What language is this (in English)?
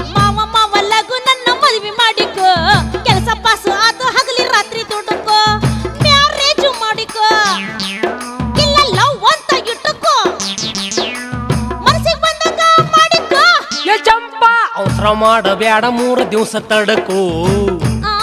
Kannada